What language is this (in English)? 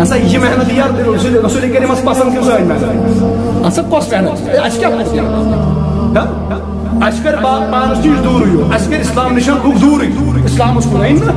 Kashmiri